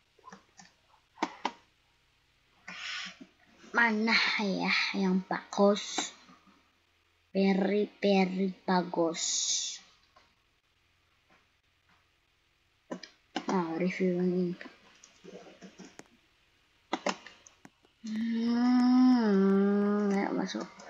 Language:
Indonesian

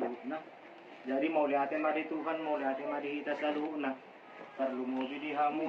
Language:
Batak Toba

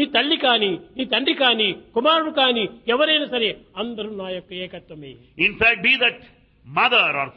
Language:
Telugu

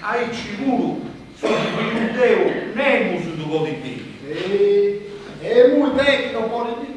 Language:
Sardinian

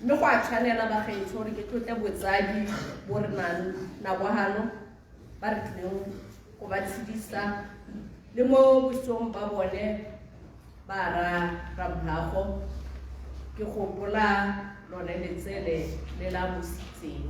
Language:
Tswana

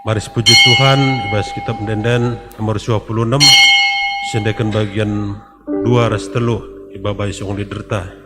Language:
Batak Karo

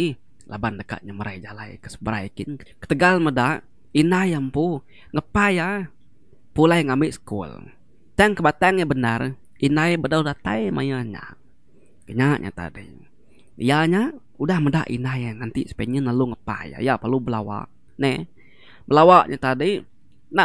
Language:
Iban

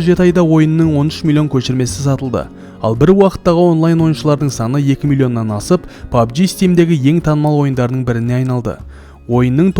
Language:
Kazakh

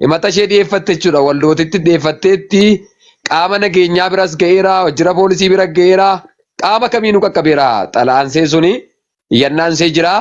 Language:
Oromo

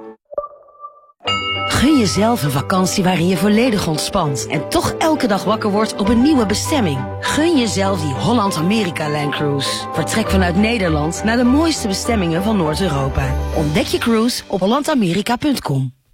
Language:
Dutch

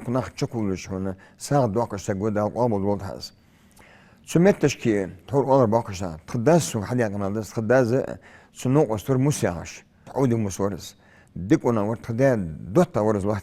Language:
Ingush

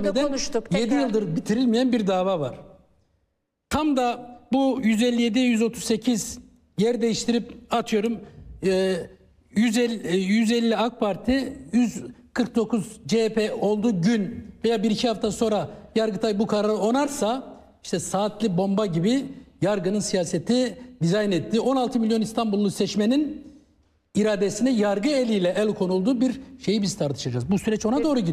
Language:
Turkish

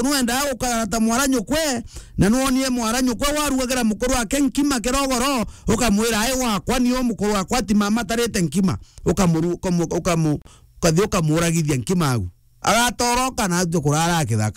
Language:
Meru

